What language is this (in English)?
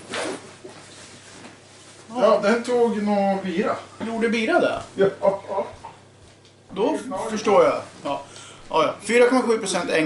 Swedish